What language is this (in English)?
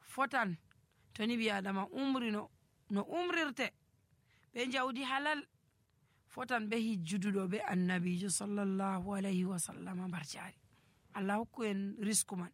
Nigerian Fulfulde